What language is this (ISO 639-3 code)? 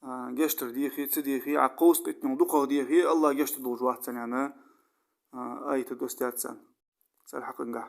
inh